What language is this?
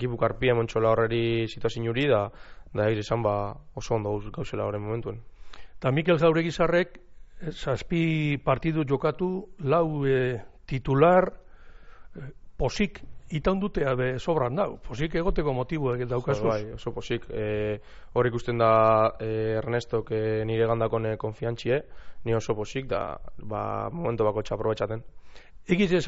Basque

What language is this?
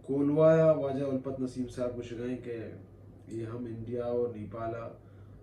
Baluchi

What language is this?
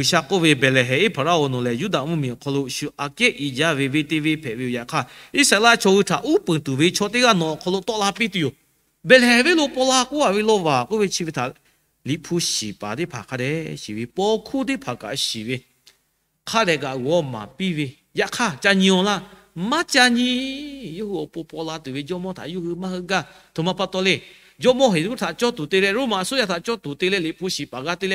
Lahu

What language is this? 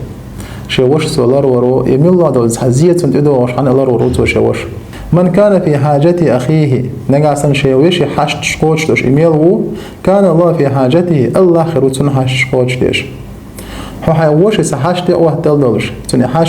Chechen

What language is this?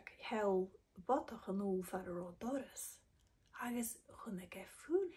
Scottish Gaelic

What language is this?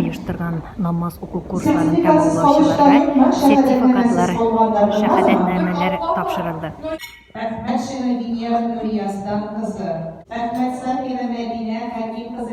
Tatar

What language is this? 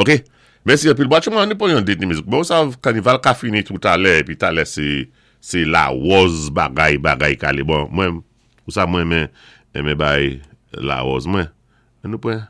Saint Lucian Creole French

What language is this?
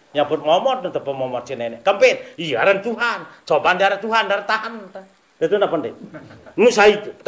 Sasak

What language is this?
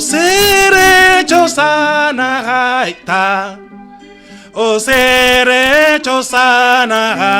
Serer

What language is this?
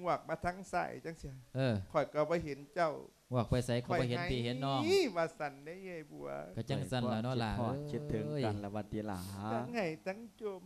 Lao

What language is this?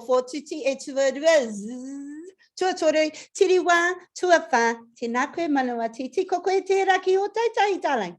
Māori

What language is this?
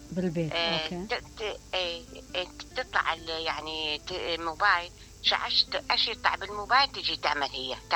Mesopotamian Arabic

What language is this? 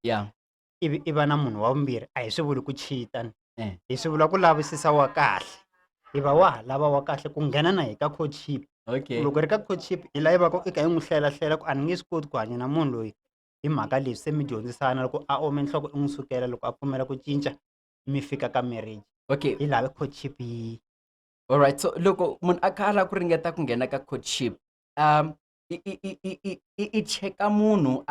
Tsonga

